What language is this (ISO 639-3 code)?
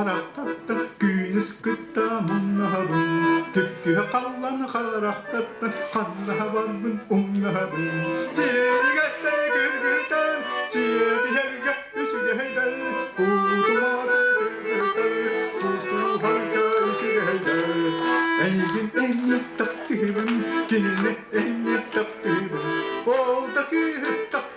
sah